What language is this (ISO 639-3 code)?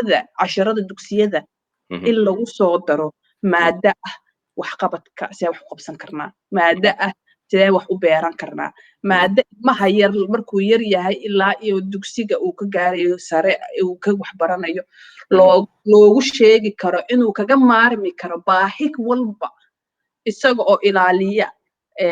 som